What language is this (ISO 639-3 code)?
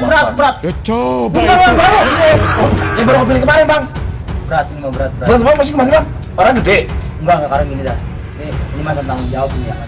bew